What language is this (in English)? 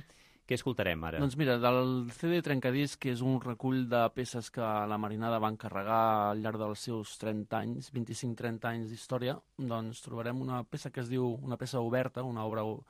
Catalan